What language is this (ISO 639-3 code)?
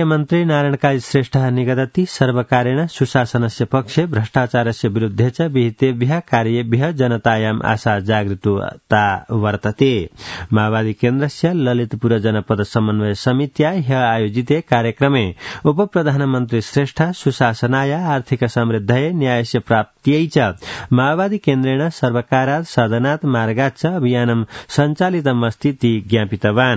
san